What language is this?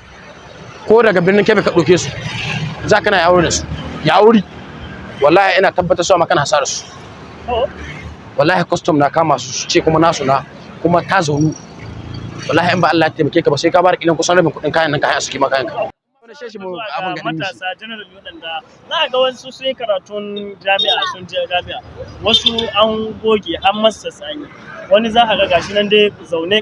Hausa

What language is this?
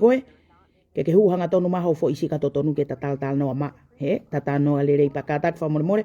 Tongan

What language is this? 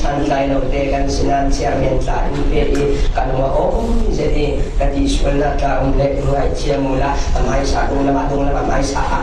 Falam Chin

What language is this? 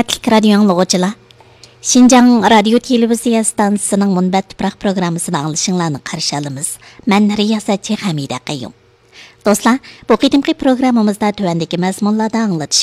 Uyghur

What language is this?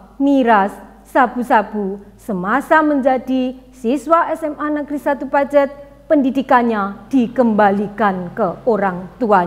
Indonesian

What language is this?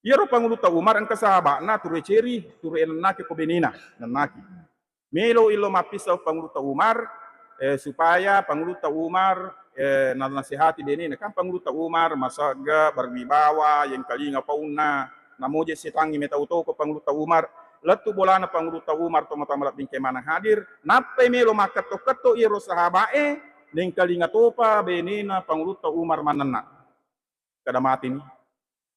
Buginese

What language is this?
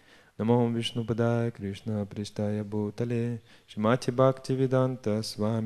Russian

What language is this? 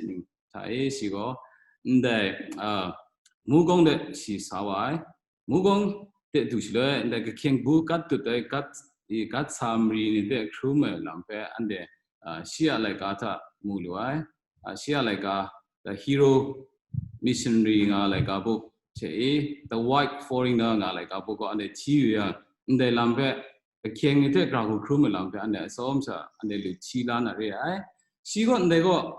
Kachin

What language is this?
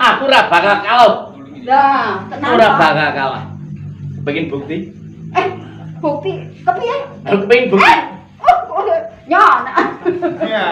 Javanese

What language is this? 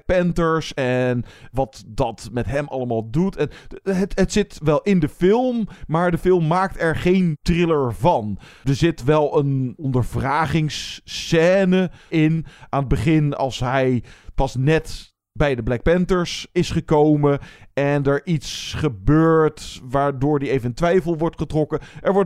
Dutch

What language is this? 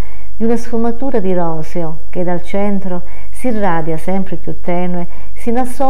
Italian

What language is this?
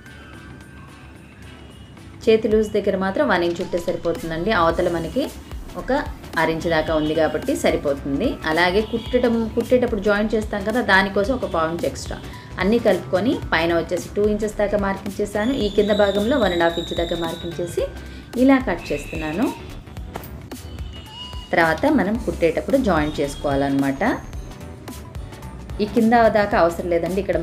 Telugu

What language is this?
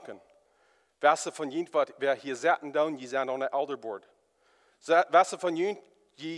Plautdietsch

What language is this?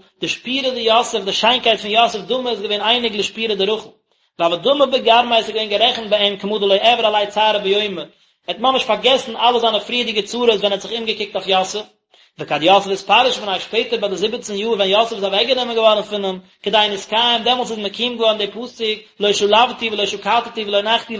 Yiddish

